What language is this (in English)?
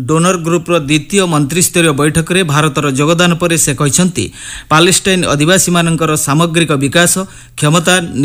Odia